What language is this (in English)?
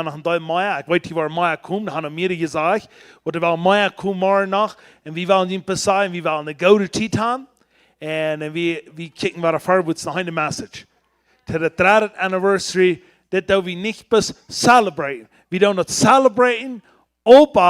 Plautdietsch